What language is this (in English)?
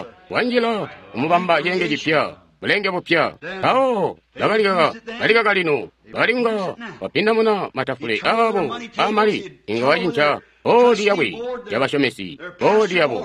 Tonga (Zambia)